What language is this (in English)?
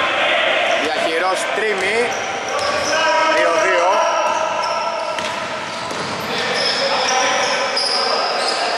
Greek